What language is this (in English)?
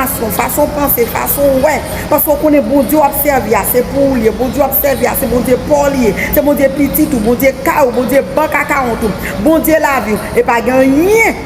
Haitian Creole